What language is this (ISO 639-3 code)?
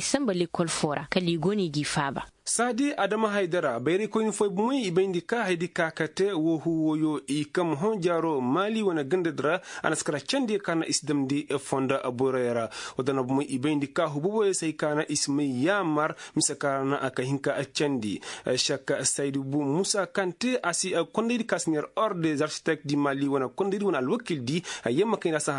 ses